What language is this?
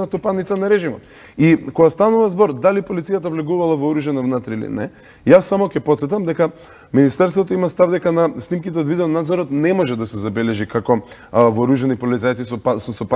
Macedonian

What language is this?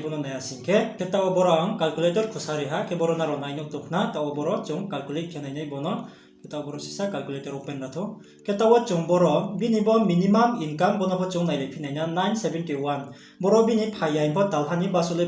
Riang (India)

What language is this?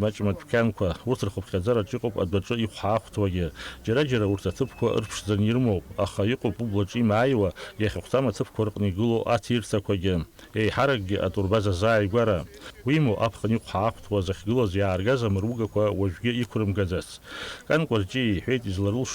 Abkhazian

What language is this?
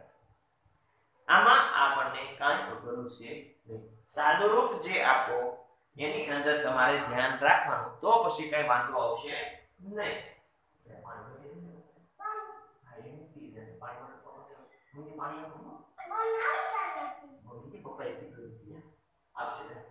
Gujarati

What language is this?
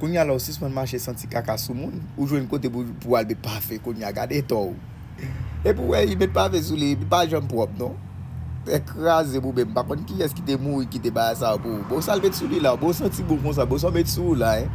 Haitian Creole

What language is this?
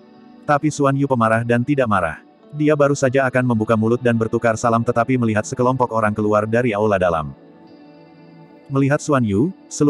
Indonesian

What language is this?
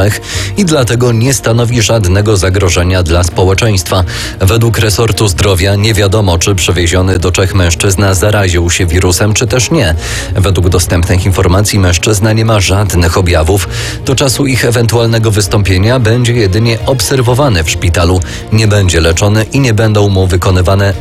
Polish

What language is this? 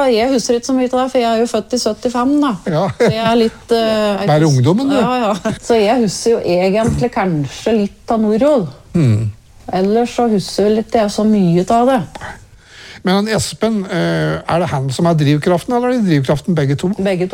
Norwegian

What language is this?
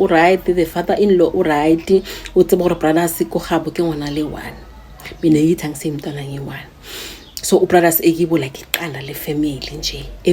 Zulu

